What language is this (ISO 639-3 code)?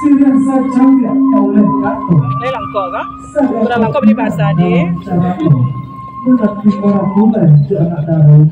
min